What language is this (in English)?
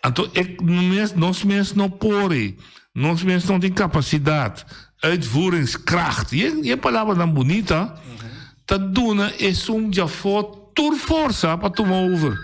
Papiamento